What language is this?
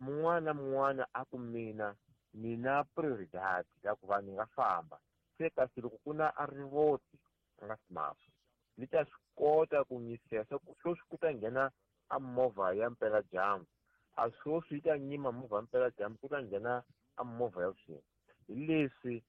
Tsonga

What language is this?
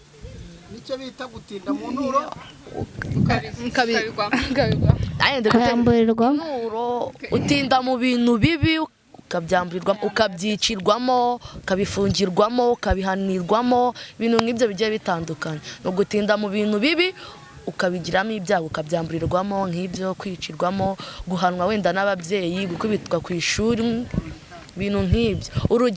Kinyarwanda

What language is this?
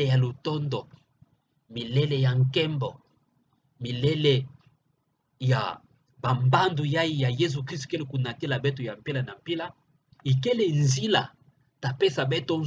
Kituba (Democratic Republic of Congo)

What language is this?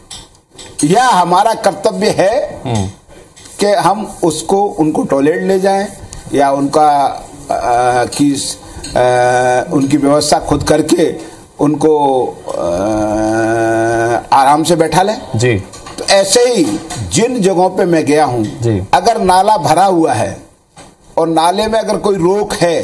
Hindi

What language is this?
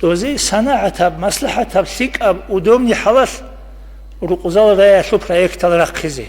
Avaric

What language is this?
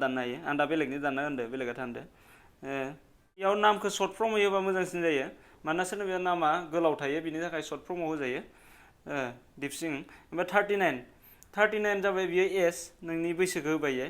Bodo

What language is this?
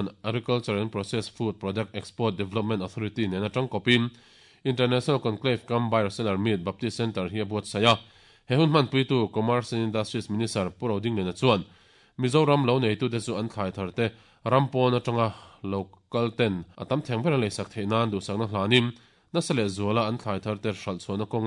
Mizo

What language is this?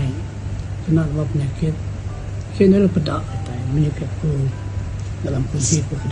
Iban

